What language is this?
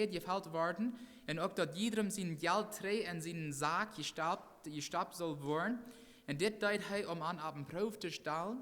Plautdietsch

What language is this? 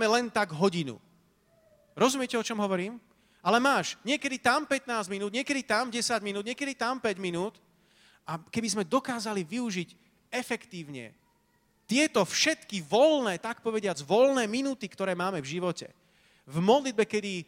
Slovak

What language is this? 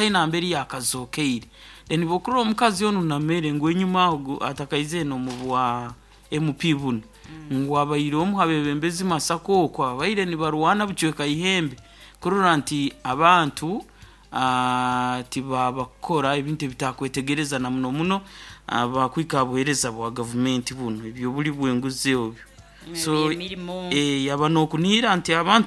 Nyoro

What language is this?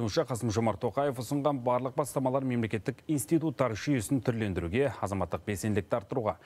Kazakh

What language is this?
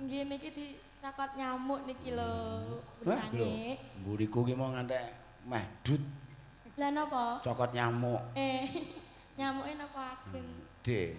Javanese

